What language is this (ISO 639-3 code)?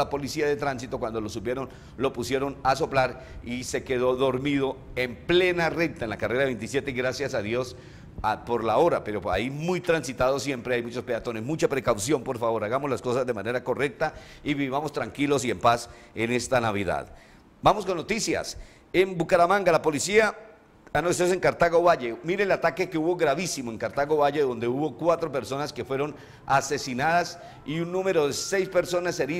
spa